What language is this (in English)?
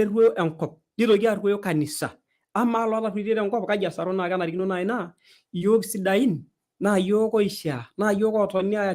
Masai